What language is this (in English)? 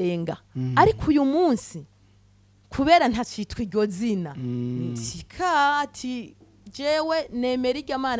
Rundi